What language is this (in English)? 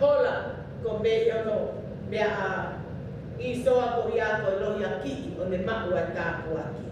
Tongan